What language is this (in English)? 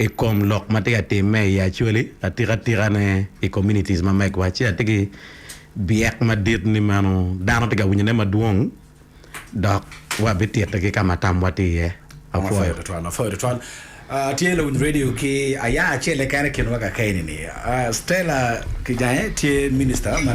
Acoli